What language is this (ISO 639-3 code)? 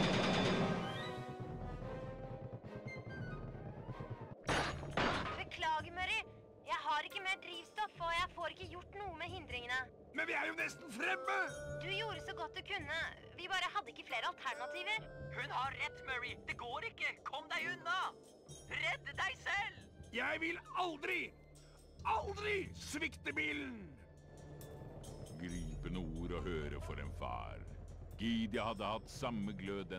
nor